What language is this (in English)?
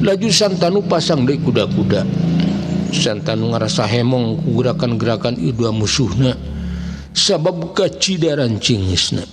Sundanese